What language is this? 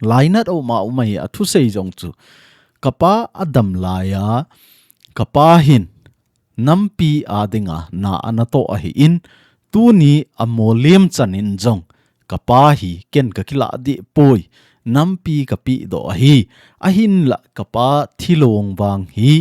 Thado Chin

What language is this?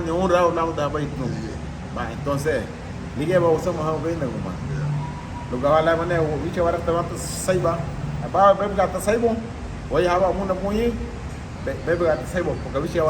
Garifuna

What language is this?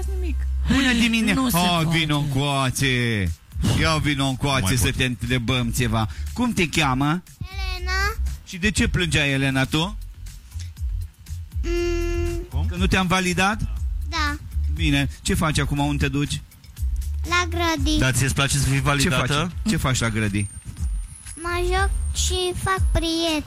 Romanian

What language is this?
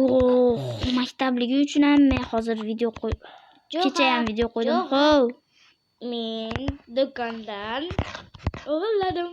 Uzbek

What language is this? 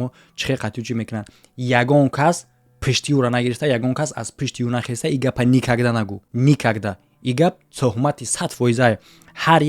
Tajik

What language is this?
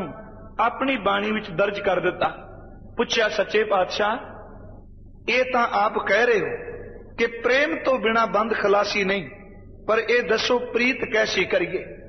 Punjabi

